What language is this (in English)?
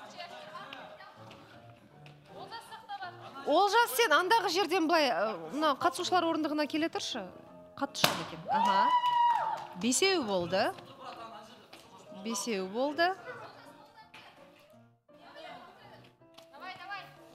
Kazakh